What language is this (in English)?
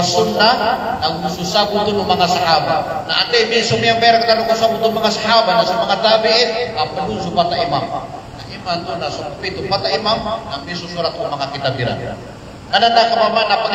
Maranao